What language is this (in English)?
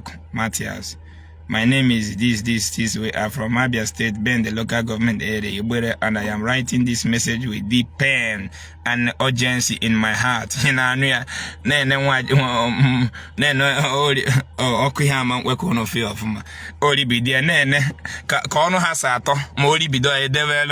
Igbo